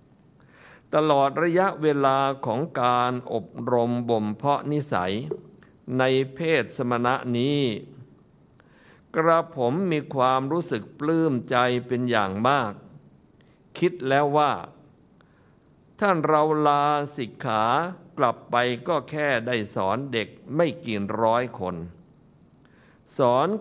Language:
Thai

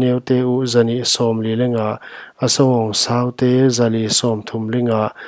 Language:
Paite Chin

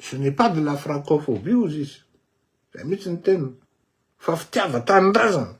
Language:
Malagasy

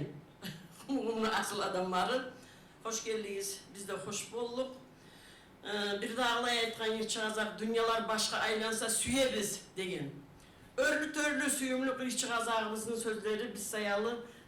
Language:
Kumyk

